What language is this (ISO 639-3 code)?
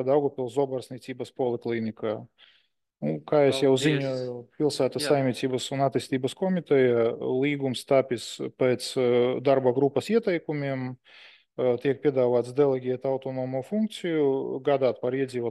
lav